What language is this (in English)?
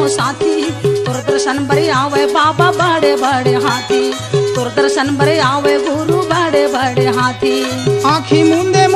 Chhattisgarhi